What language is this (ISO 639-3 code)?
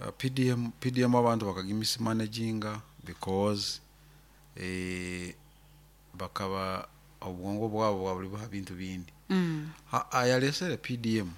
nyo